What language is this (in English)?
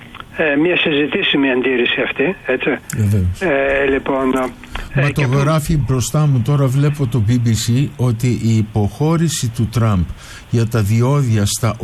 Greek